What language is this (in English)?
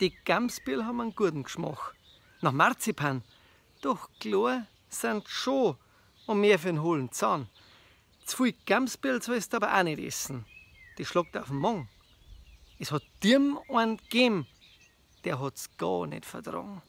Bavarian